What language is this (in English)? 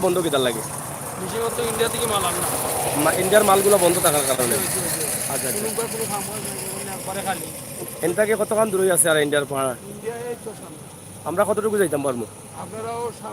Sylheti